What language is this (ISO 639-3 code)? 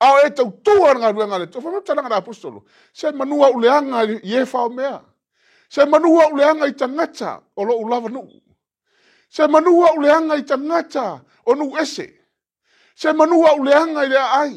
smo